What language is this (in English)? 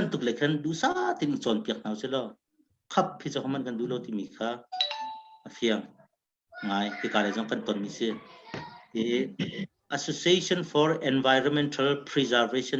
Hakha Chin